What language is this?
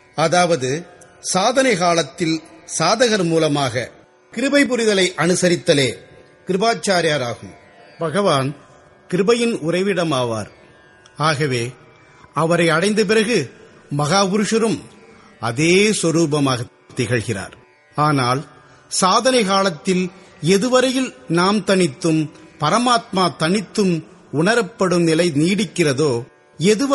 Tamil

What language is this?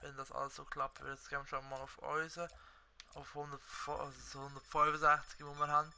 Swiss German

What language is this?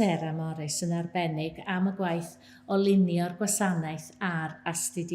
Welsh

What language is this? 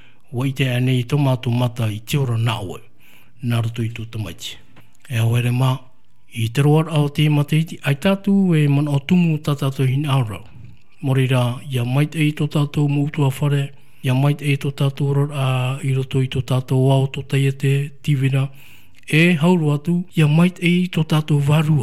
Tahitian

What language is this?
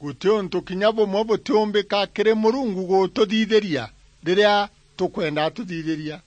Meru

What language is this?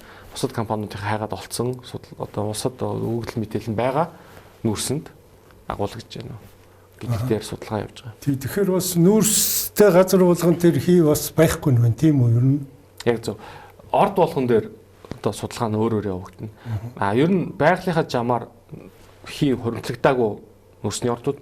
Mongolian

